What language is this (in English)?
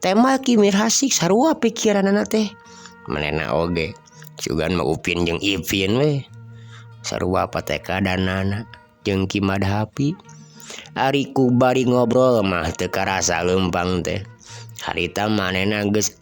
Sundanese